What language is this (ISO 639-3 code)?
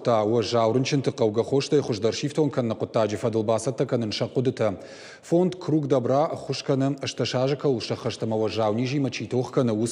oss